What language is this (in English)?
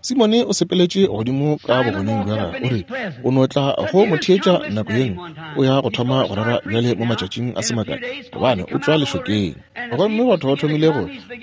Northern Sotho